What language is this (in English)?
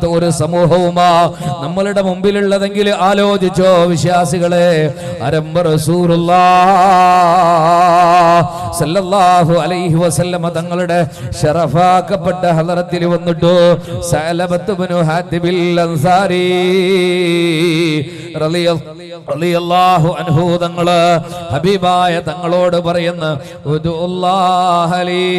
Malayalam